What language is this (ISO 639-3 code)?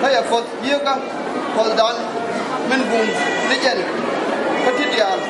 nus